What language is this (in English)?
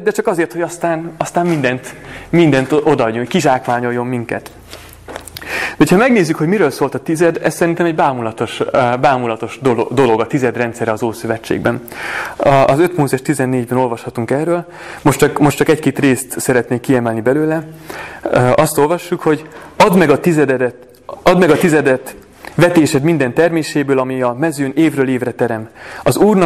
Hungarian